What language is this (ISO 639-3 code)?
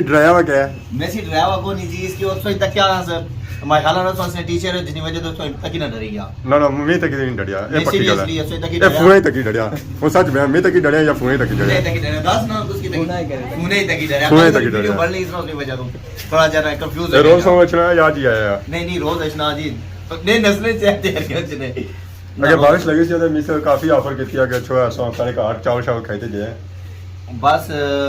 phr